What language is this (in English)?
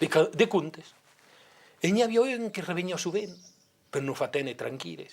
Occitan